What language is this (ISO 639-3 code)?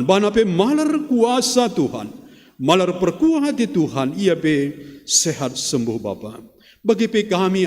btx